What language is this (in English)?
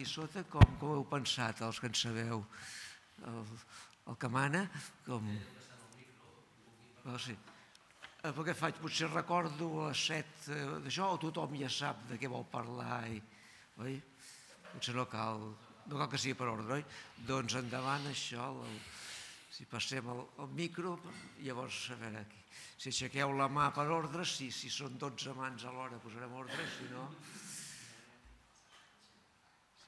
Catalan